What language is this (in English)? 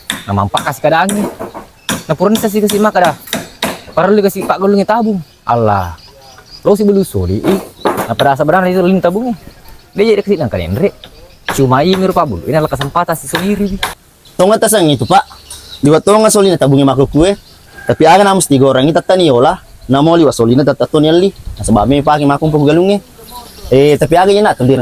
Buginese